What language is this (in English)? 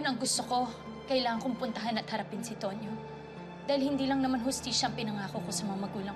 Filipino